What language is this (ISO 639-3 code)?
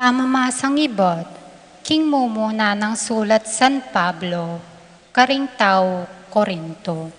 pam